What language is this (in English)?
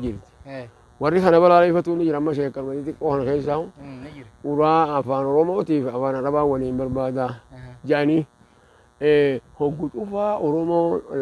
Oromo